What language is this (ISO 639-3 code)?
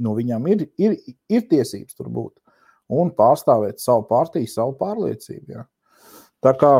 lav